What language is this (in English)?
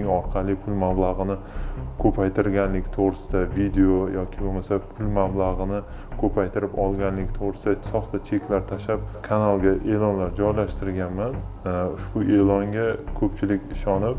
Uzbek